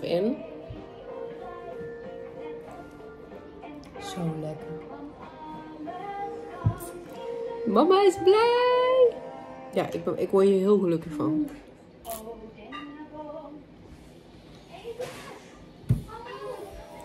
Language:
Dutch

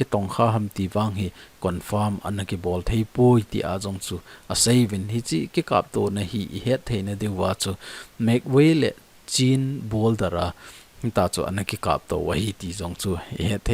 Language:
Thado Chin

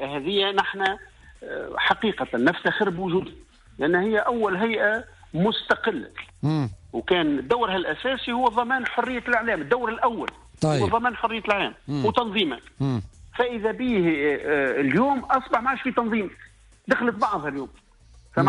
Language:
Tunisian Arabic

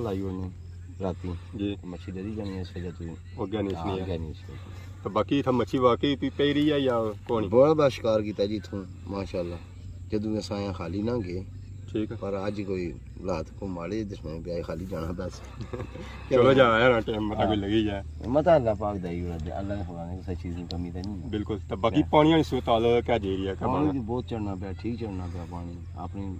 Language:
Pahari-Potwari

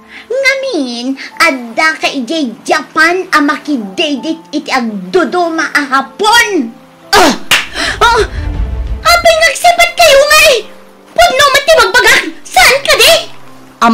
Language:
Iloko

